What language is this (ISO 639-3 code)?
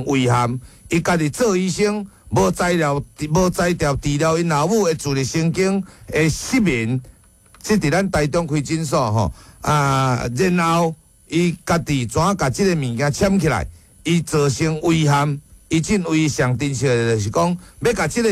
nan